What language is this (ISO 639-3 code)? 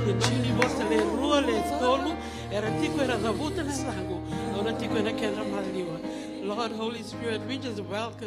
fij